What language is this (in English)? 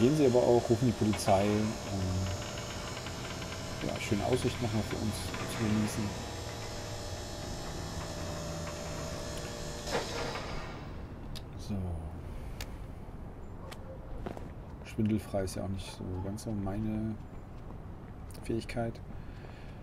German